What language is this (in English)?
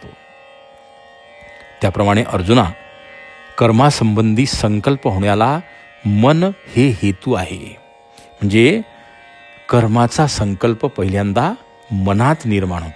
Marathi